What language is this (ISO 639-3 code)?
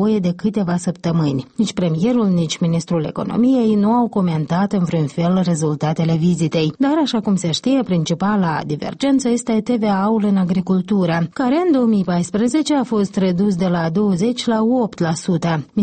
ron